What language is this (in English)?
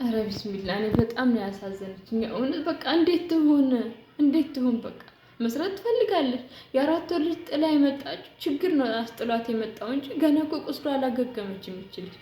Amharic